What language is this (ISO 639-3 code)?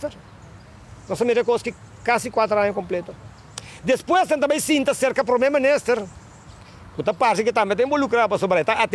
pap